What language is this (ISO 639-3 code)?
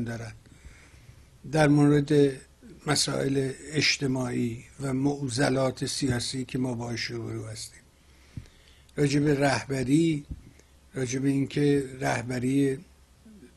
fas